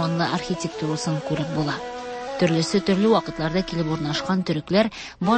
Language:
Tatar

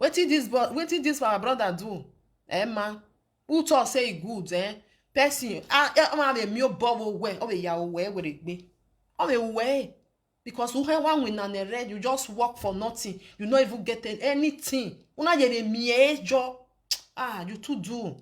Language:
Nigerian Pidgin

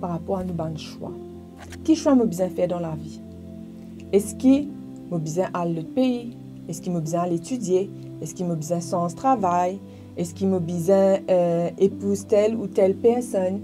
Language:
Morisyen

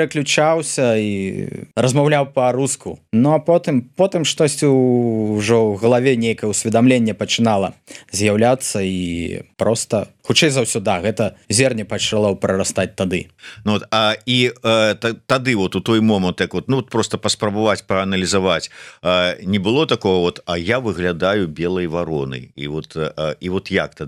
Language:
Belarusian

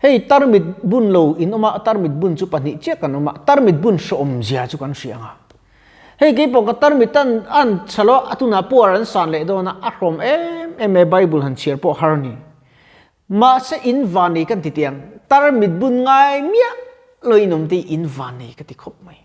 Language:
Mizo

